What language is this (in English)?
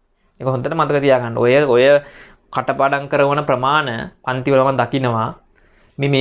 Sinhala